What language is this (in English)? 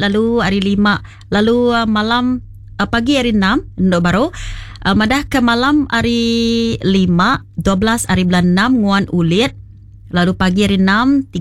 Iban